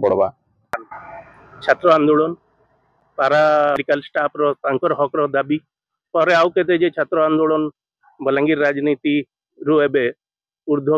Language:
Odia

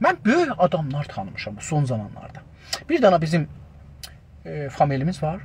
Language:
South Azerbaijani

